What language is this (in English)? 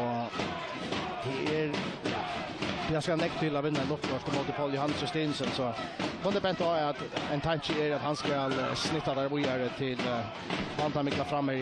Faroese